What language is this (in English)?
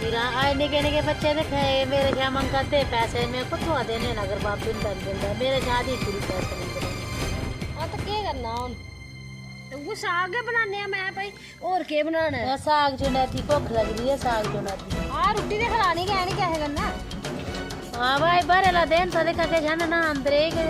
Dogri